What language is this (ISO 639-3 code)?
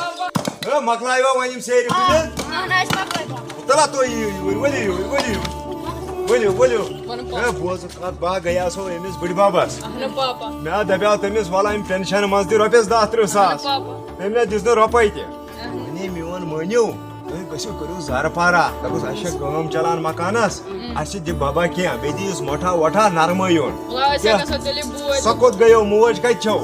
kas